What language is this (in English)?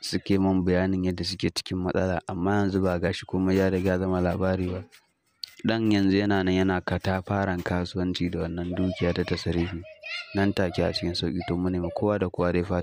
Hausa